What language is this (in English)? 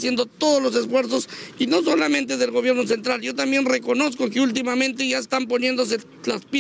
Spanish